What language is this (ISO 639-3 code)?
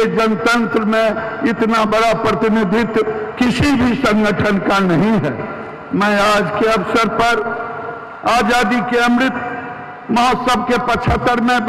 hin